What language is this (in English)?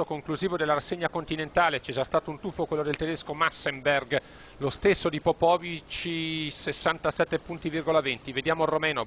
Italian